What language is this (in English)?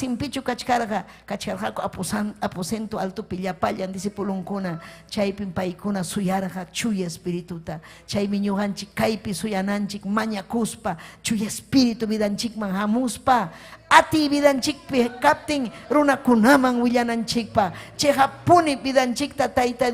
Ayacucho Quechua